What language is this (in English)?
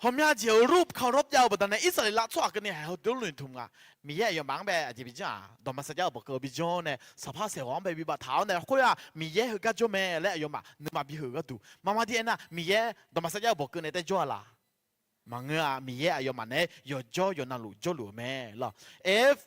Akha